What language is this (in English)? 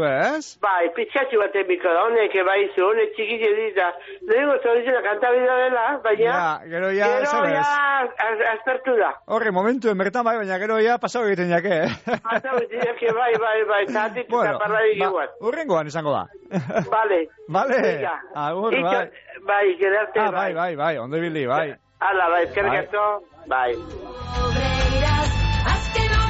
Basque